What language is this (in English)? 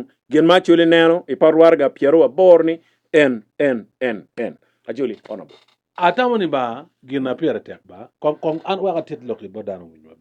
Acoli